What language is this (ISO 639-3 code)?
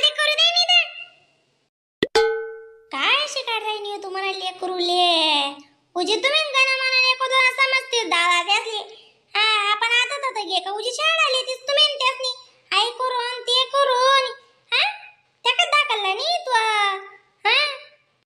khn